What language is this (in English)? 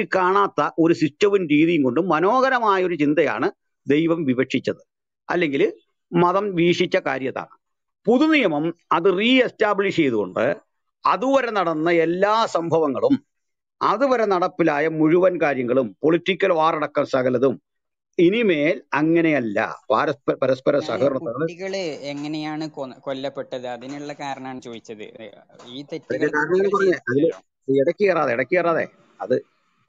Malayalam